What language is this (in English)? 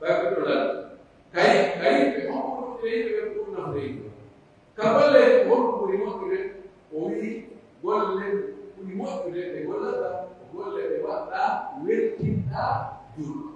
Pular